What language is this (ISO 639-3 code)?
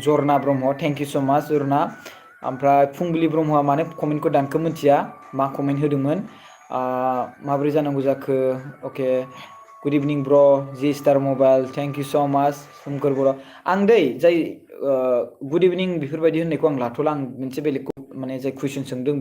brx